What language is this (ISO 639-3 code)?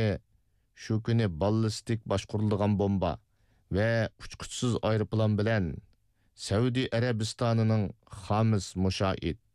uig